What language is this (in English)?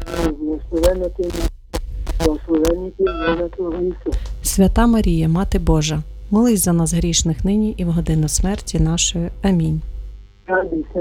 Ukrainian